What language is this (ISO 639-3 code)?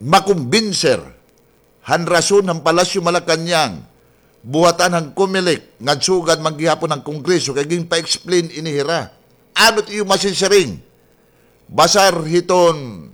war